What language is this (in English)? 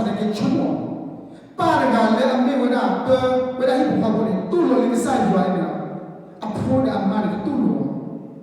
S'gaw Karen